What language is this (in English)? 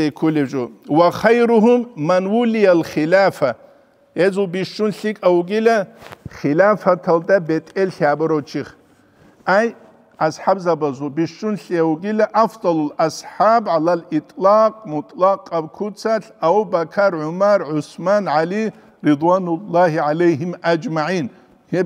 Avaric